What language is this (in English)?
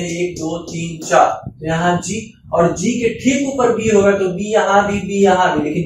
Hindi